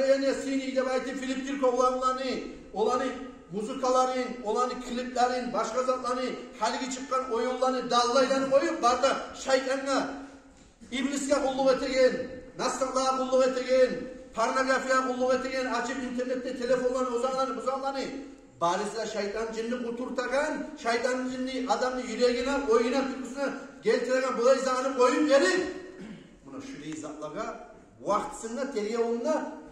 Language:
Kumyk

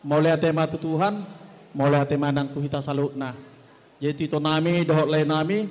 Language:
Batak Toba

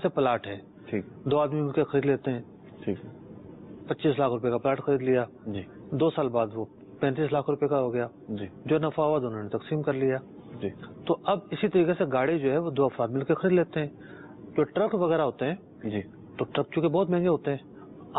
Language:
Urdu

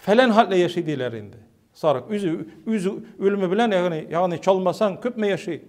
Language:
Tatar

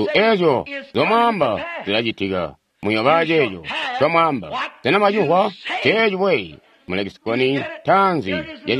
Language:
Tonga (Zambia)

